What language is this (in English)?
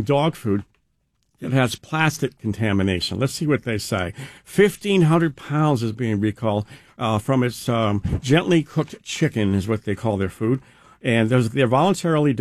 English